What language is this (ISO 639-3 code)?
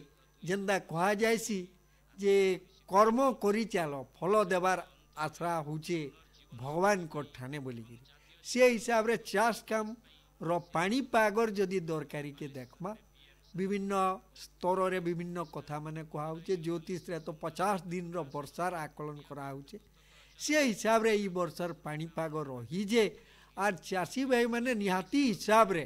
ori